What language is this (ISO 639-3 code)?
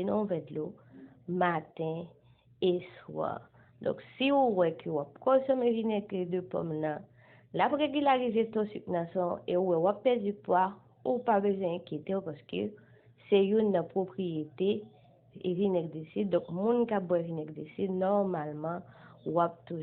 hat